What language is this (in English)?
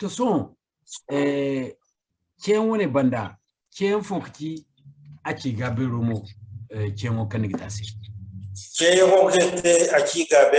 Zarma